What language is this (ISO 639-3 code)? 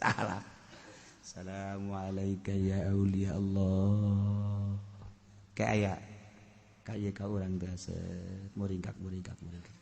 sun